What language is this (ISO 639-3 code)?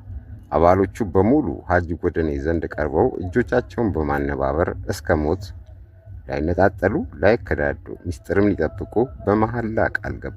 amh